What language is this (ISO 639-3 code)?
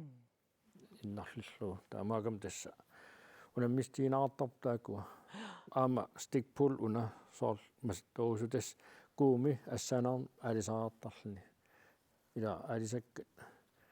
kal